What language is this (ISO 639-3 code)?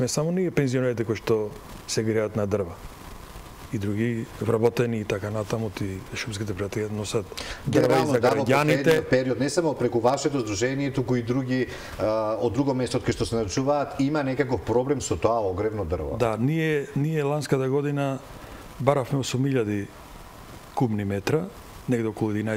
mkd